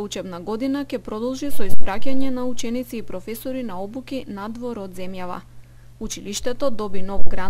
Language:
Macedonian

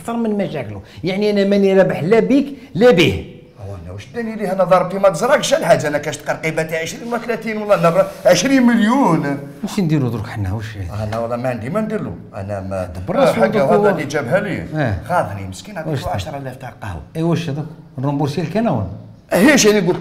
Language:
Algerian Arabic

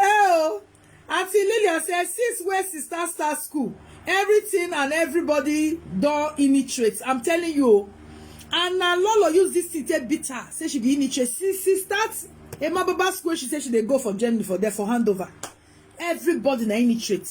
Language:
Nigerian Pidgin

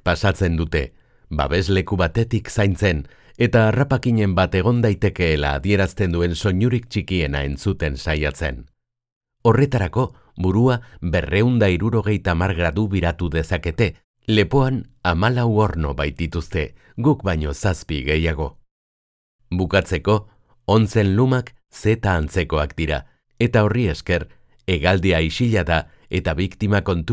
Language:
Basque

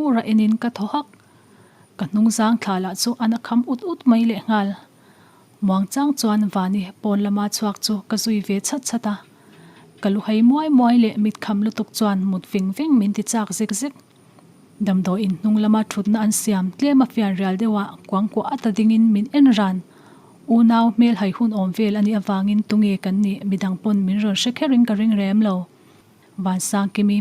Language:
Mizo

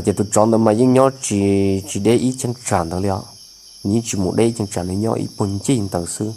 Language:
Hmong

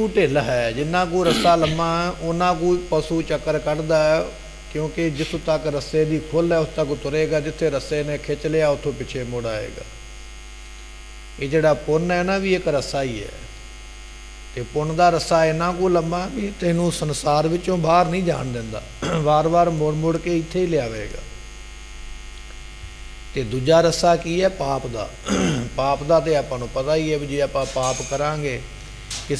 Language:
Punjabi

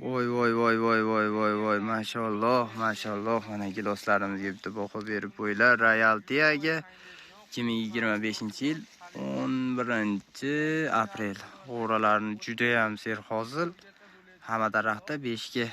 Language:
Uzbek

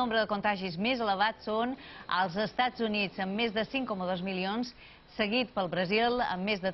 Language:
Catalan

